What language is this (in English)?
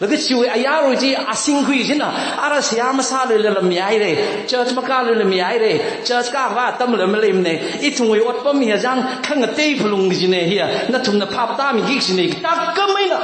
Tangkhul Naga (India)